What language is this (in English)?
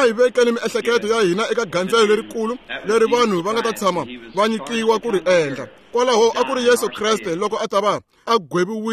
Tsonga